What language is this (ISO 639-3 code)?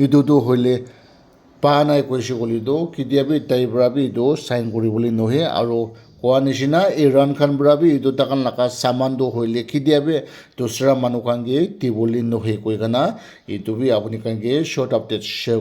nag